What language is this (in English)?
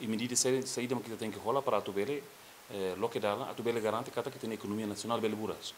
Tetum